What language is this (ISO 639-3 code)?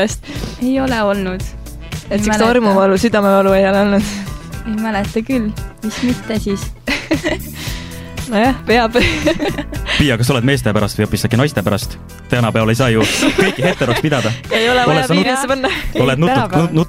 est